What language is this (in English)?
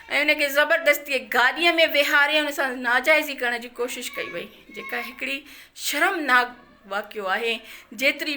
Sindhi